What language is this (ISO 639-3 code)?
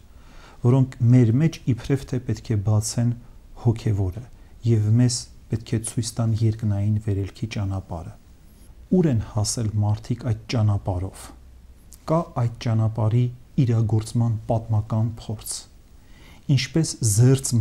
hye